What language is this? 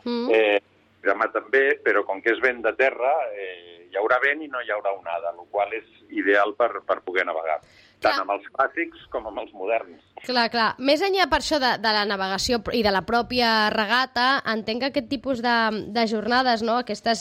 Catalan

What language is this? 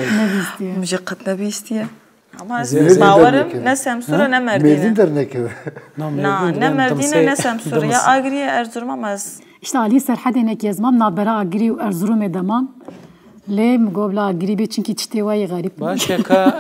Kurdish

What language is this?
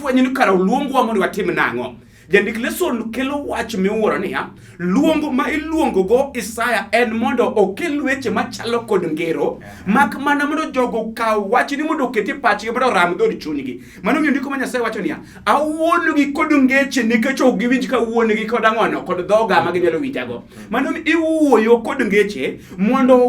Luo (Kenya and Tanzania)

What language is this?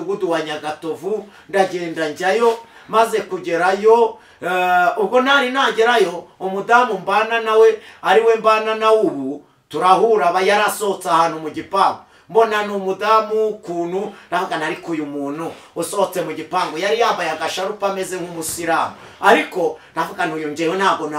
Kinyarwanda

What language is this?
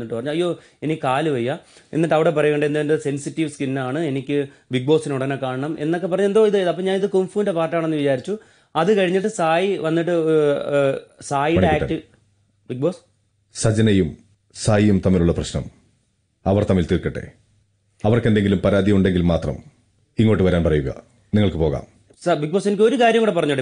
Malayalam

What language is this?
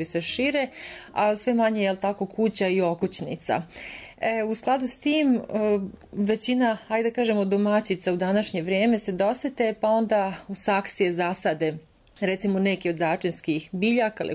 Serbian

